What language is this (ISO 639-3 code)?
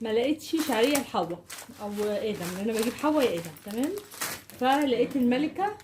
arz